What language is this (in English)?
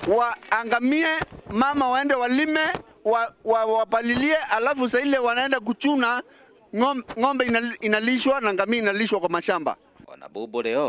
Meru